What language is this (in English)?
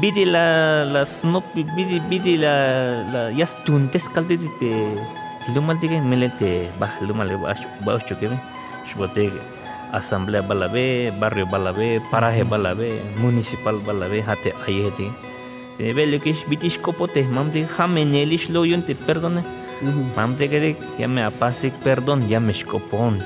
Tzeltal